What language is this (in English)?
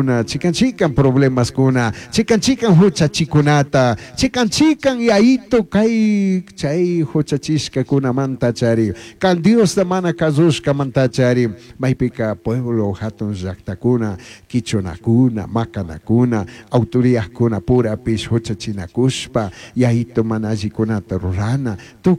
Chimborazo Highland Quichua